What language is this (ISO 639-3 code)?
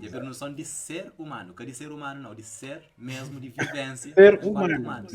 kea